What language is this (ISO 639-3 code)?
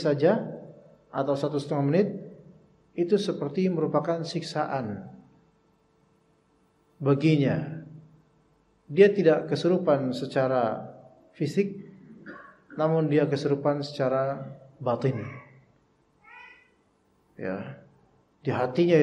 ind